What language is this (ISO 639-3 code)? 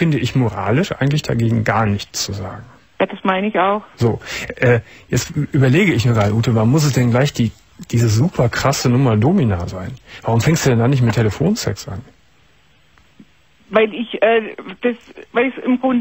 deu